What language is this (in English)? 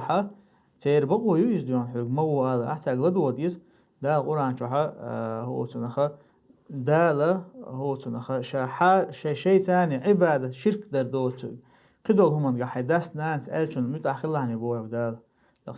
Chechen